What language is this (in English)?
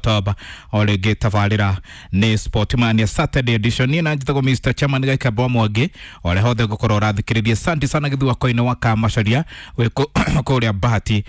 Kikuyu